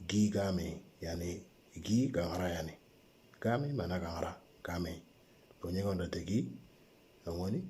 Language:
Moro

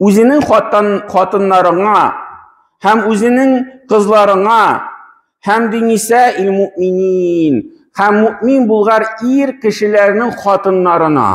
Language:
Tatar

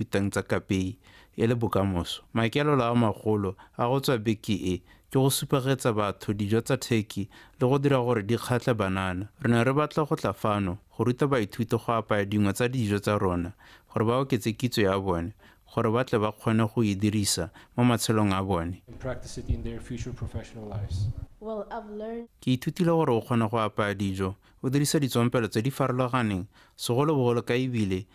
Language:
Tswana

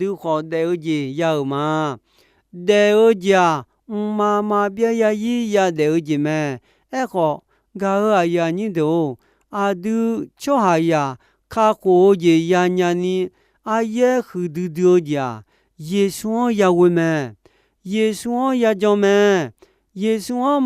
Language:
Akha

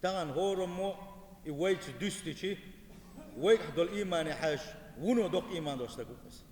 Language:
Chechen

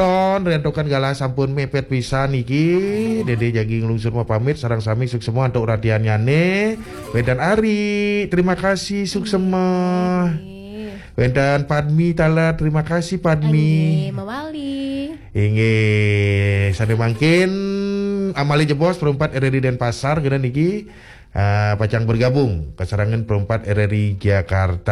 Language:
Balinese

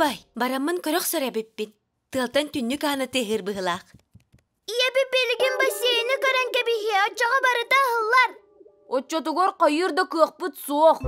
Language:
Yakut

